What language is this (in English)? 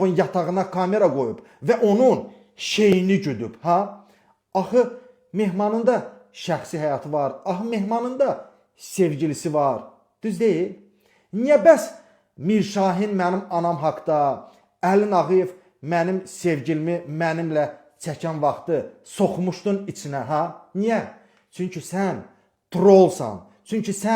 Azerbaijani